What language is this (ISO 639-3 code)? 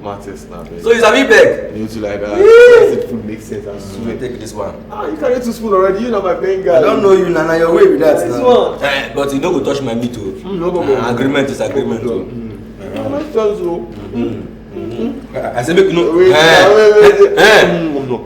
pcm